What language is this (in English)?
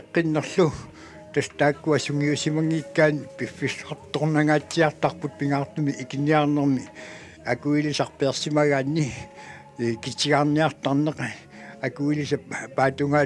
Kalaallisut